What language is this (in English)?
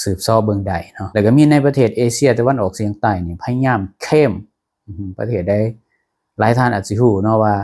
Lao